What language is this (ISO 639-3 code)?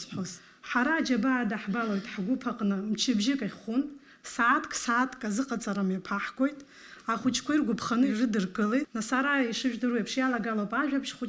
abk